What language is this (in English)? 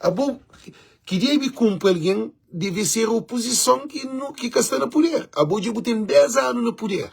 Kabuverdianu